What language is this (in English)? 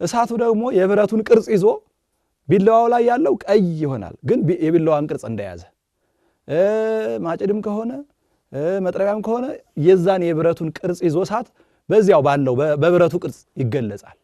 Amharic